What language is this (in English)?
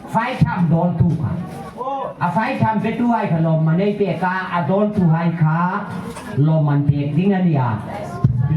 Hmar